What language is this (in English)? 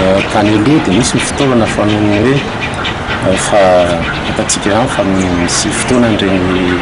Malagasy